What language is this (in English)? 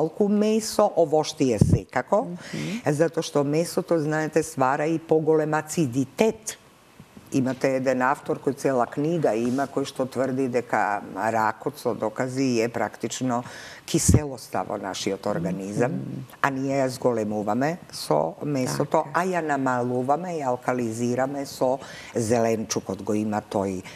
Macedonian